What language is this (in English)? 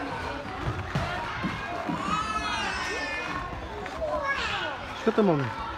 Danish